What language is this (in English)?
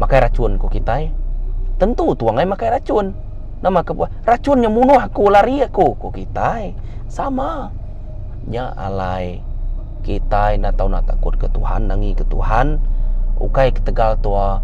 Iban